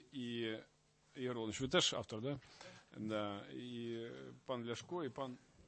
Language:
Ukrainian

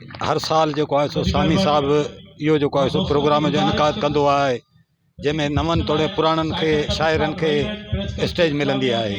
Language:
Sindhi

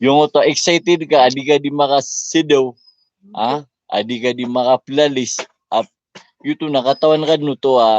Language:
Maranao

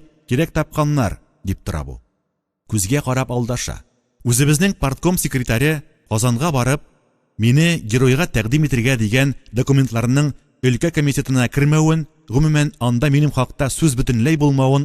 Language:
Tatar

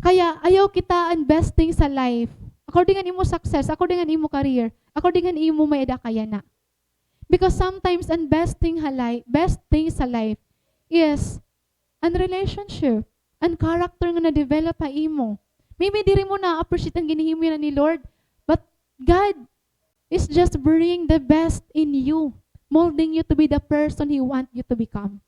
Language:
Waray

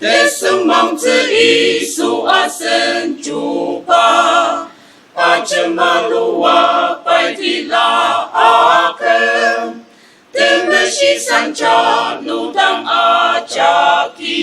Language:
Ao Naga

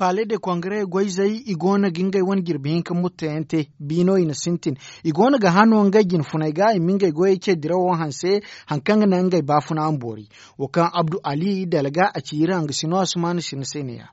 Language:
Zarma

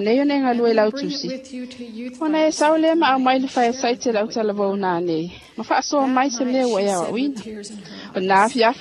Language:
Samoan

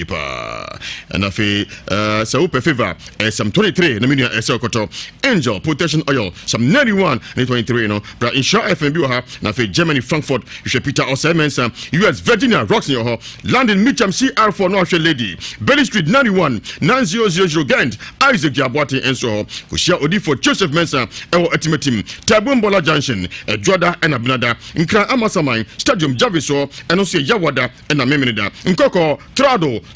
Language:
Akan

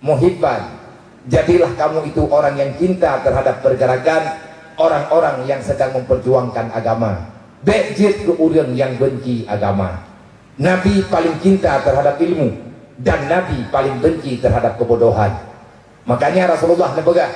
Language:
Achinese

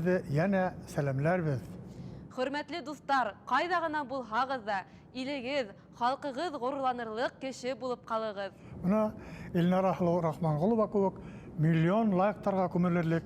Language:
Bashkir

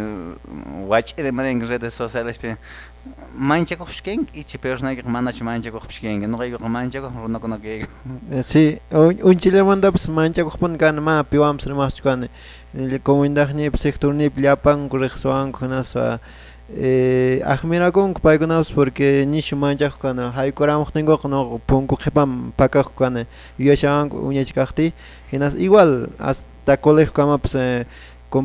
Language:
Quechua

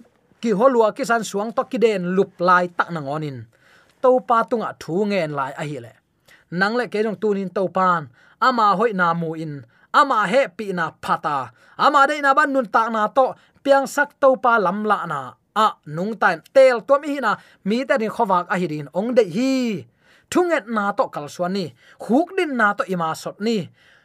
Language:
Tedim Chin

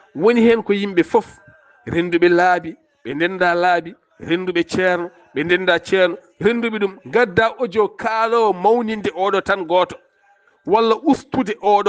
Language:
Fula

